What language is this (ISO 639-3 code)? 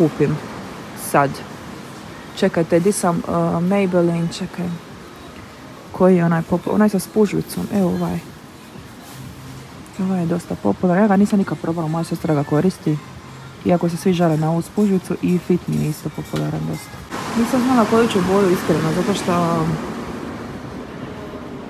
hrv